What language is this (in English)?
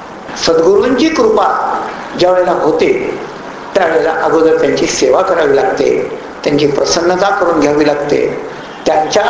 Marathi